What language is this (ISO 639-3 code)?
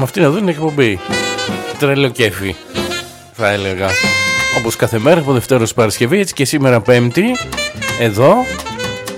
ell